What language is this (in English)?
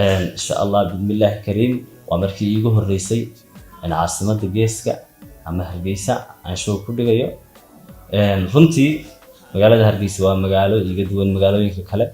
Somali